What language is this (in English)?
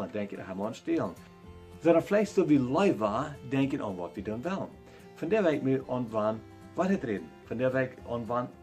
Plautdietsch